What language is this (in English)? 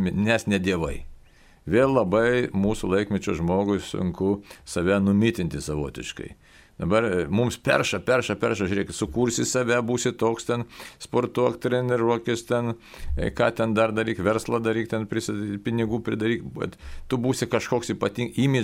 Lithuanian